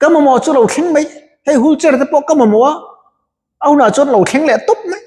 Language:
Mizo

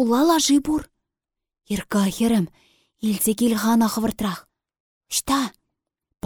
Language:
Chuvash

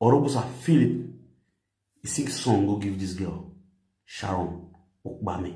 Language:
Nigerian Pidgin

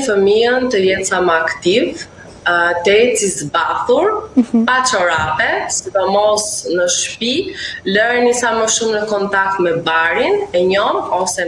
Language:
Albanian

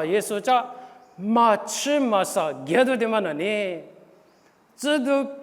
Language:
Lisu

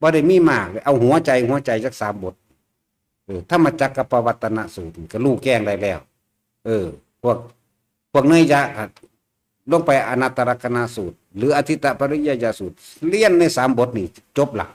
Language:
Northeastern Thai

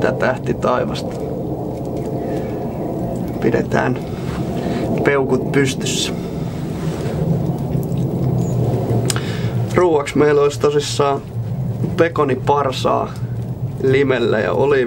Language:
Finnish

